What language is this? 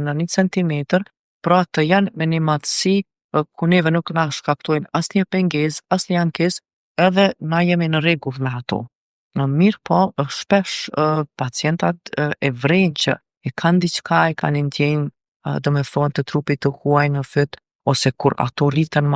Albanian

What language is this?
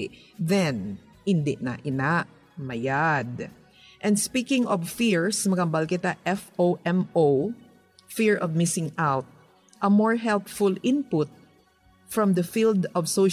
Hiligaynon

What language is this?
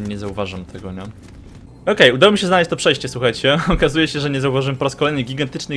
Polish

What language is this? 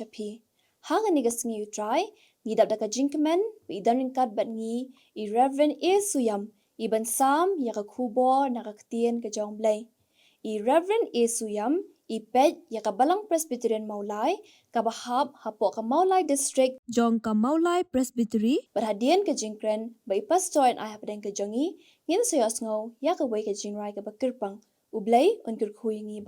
Khasi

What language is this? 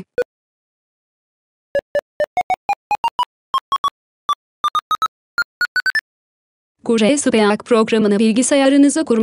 Turkish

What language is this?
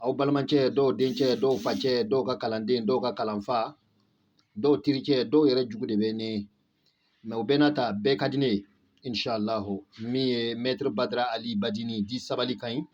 Bambara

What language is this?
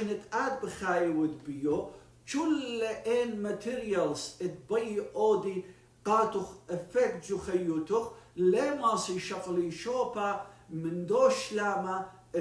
Assyrian Neo-Aramaic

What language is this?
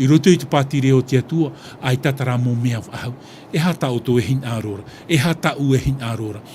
Tahitian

